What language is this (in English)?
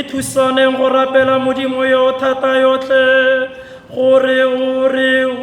Tswana